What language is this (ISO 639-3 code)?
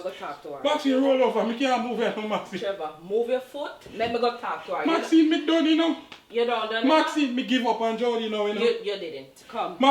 jam